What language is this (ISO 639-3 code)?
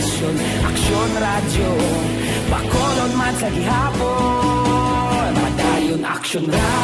hil